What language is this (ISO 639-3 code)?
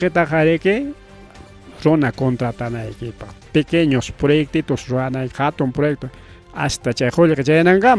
quy